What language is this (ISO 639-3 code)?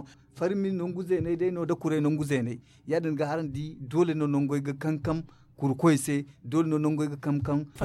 dje